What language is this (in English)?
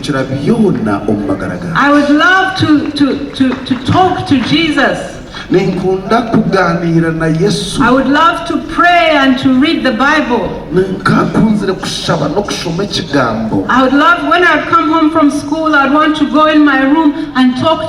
Nyankole